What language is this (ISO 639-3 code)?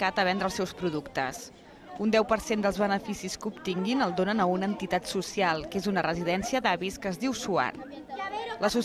cat